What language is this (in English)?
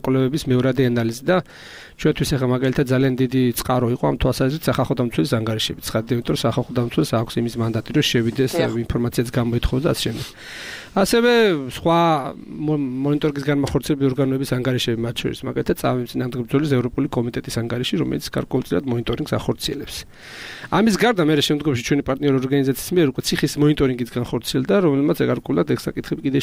Georgian